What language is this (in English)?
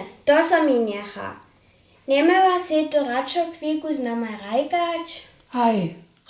Upper Sorbian